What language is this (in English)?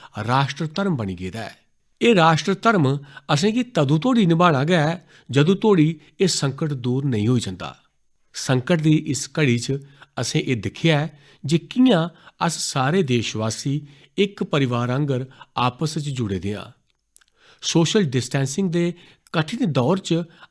Dogri